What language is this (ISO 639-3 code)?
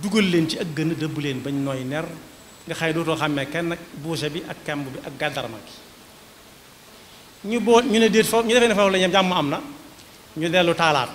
wol